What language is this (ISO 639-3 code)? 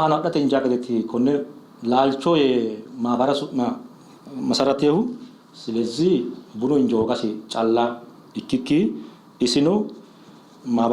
sid